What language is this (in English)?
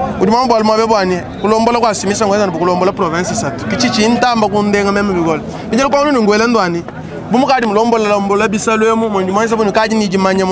Luba-Lulua